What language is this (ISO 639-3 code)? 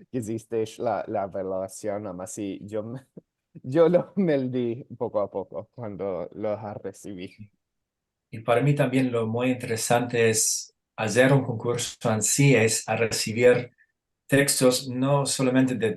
lad